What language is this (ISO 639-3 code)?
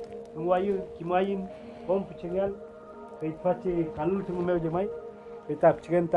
arn